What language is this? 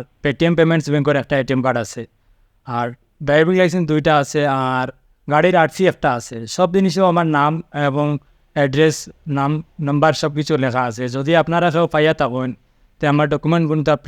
Sylheti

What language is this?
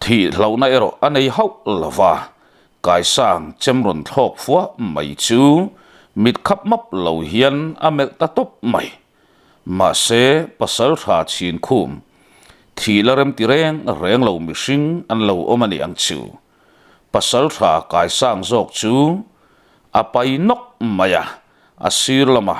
Mizo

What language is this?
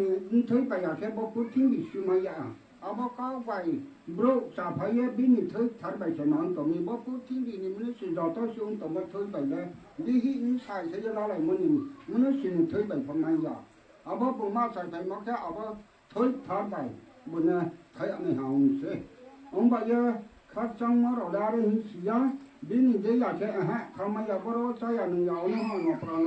Riang (India)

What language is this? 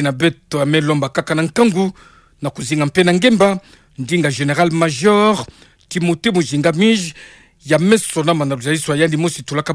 Kituba (Democratic Republic of Congo)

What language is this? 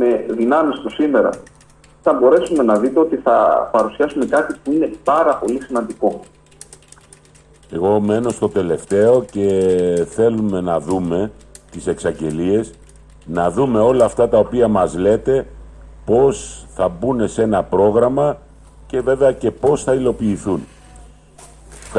Greek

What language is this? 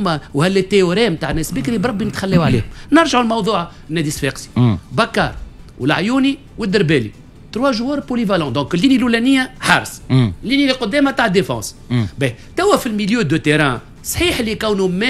Tunisian Arabic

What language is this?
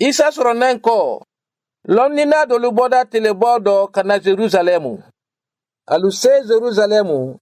Mandingo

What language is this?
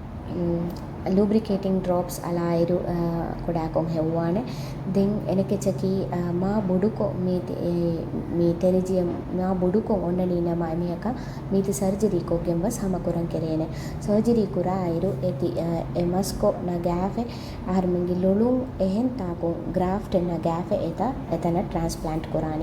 Divehi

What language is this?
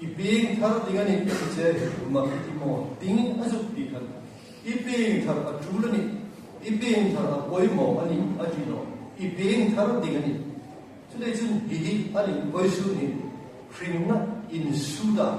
Hmar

